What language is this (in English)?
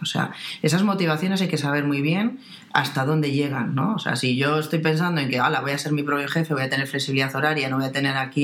Spanish